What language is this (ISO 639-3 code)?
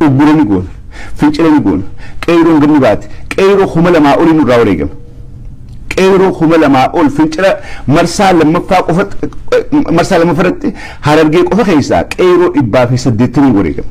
orm